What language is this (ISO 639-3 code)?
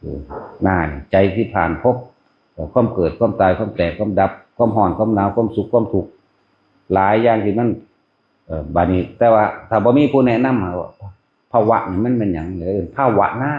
tts